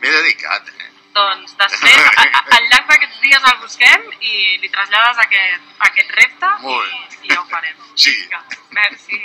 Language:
Catalan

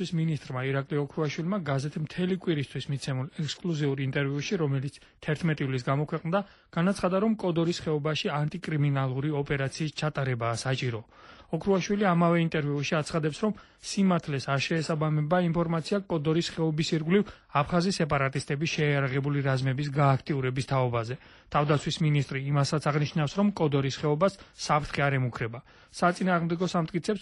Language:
Georgian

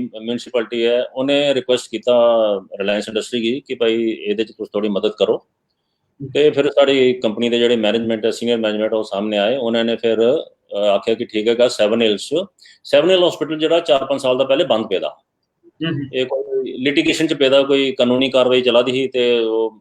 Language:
Dogri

